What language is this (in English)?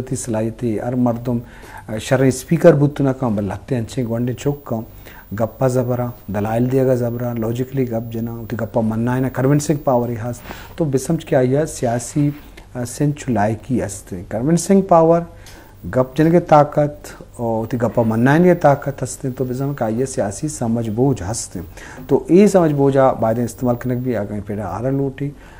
Baluchi